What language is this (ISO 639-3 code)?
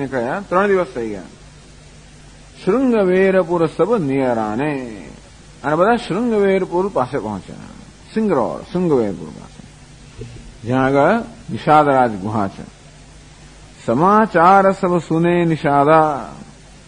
guj